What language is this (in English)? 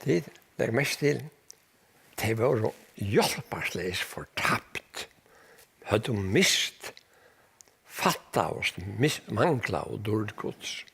Faroese